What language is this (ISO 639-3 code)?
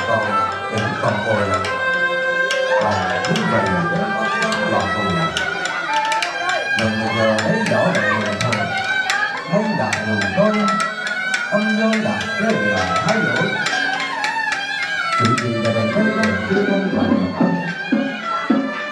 vie